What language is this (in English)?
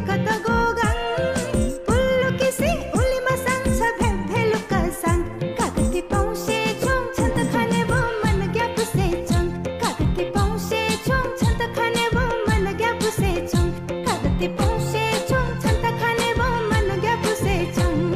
Newari